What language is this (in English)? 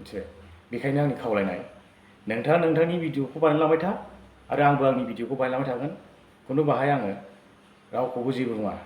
Bodo